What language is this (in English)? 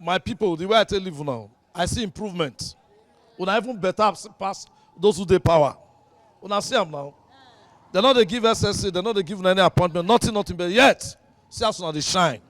Nigerian Pidgin